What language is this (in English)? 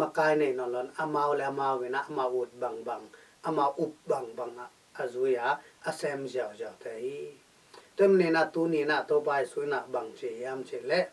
Tedim Chin